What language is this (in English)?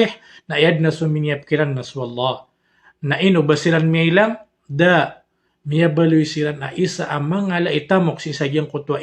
Maranao